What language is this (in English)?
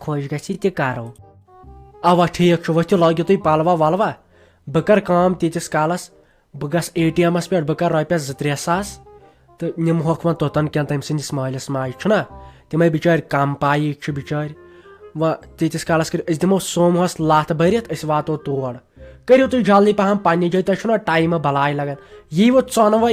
Kashmiri